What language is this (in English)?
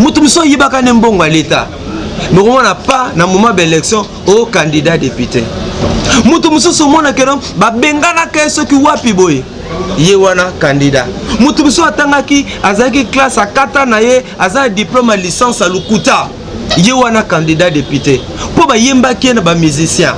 Lingala